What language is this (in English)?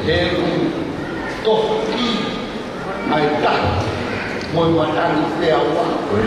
Tongan